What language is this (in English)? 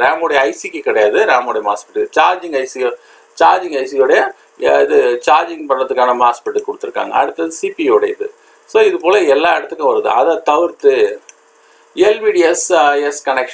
Tamil